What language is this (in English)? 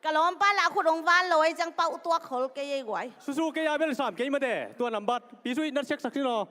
Tedim Chin